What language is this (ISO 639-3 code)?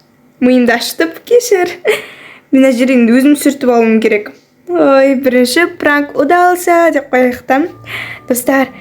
kaz